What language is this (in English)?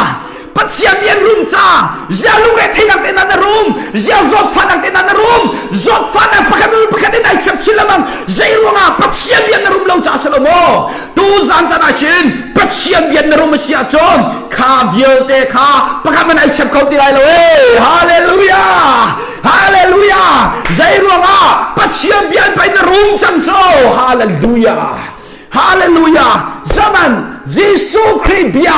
Hakha Chin